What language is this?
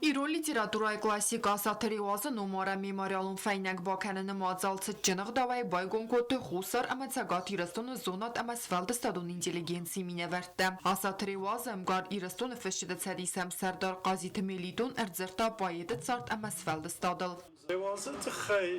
Ossetic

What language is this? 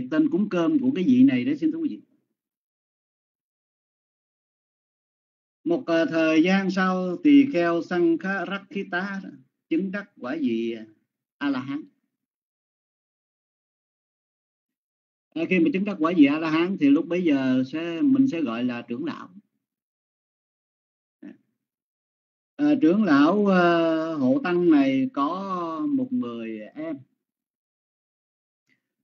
Vietnamese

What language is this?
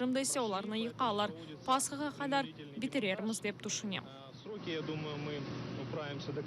Crimean Tatar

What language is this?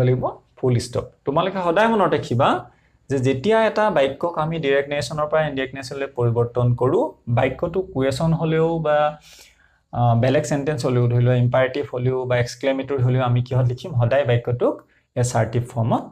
Assamese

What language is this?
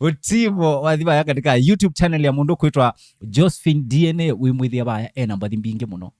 Kamba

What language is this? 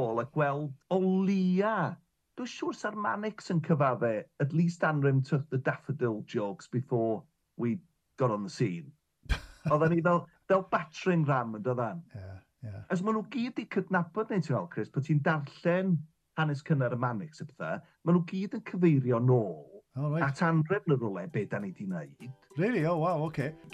Welsh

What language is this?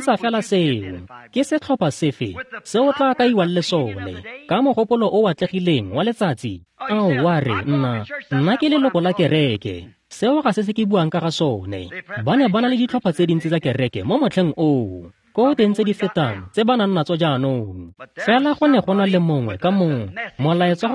Tswana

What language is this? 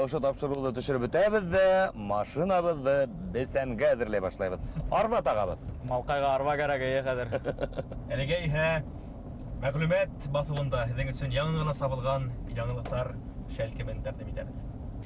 Bashkir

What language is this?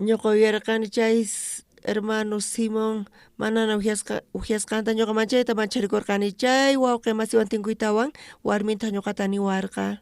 South Bolivian Quechua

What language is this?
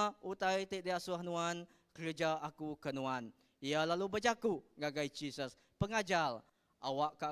Iban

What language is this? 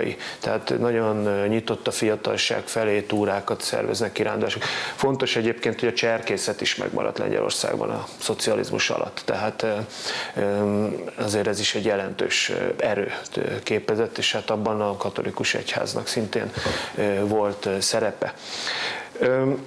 Hungarian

